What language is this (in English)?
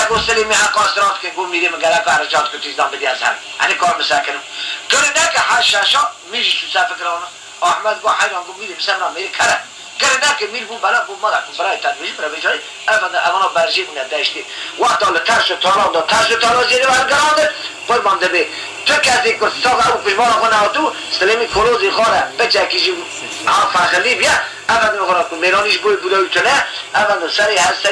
Kurdish